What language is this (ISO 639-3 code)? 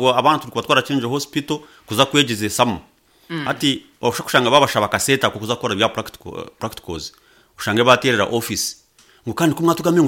nyn